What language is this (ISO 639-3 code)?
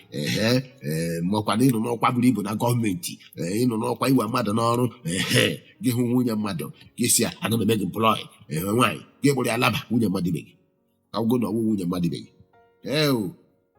ibo